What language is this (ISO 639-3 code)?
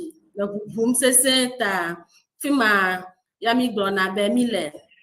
ewe